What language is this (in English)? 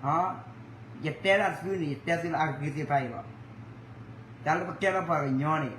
S'gaw Karen